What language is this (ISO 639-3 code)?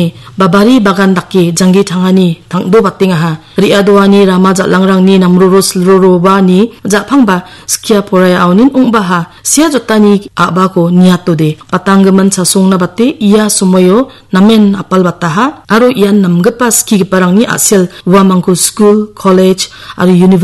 grt